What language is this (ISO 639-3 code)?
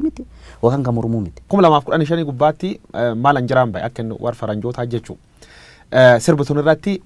orm